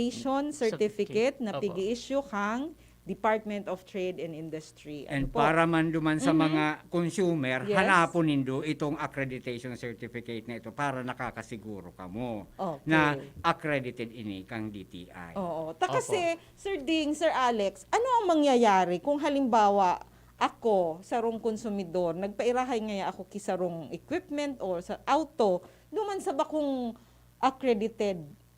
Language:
Bikol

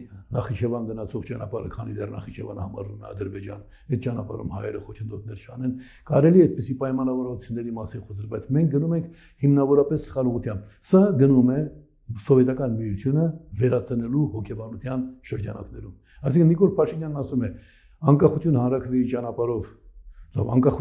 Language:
Armenian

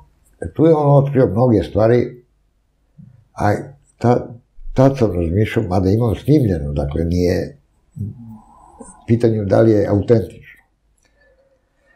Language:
Serbian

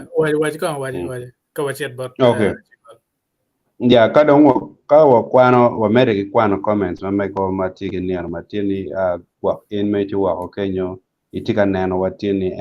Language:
Acoli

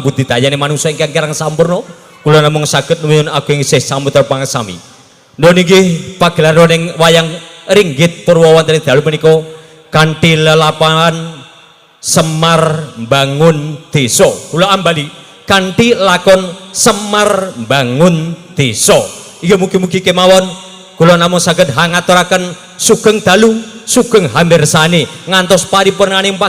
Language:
Javanese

